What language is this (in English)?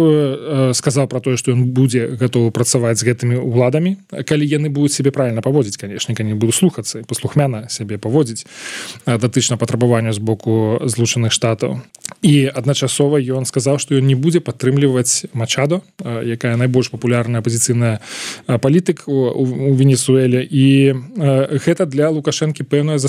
Belarusian